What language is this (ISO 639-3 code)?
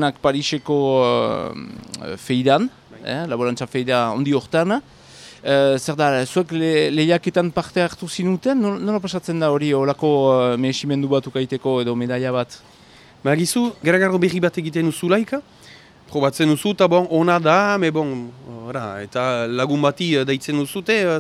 eus